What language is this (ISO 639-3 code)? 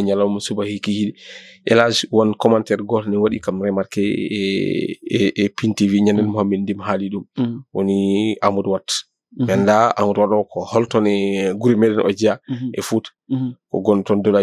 ful